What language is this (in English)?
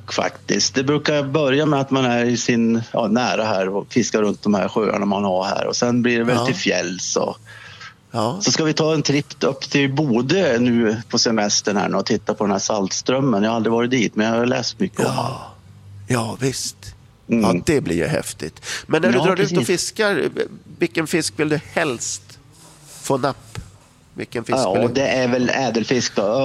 Swedish